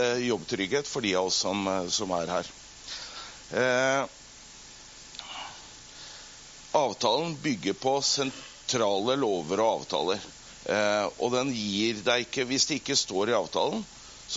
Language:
Norwegian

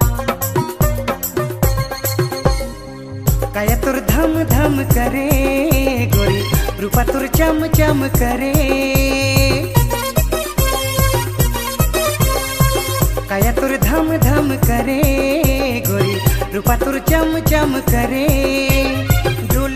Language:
Sadri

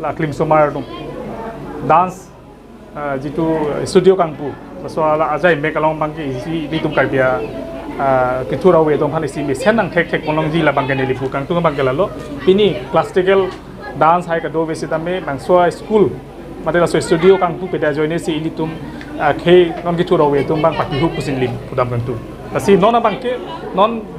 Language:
Karbi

